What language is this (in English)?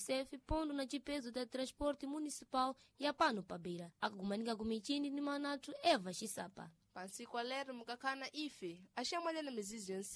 Sena